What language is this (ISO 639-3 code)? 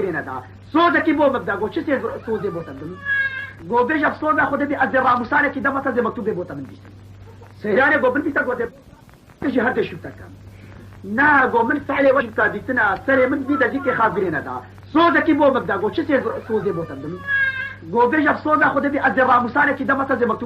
kur